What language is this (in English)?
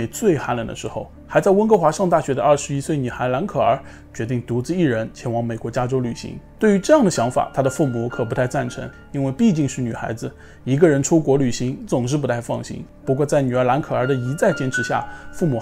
Chinese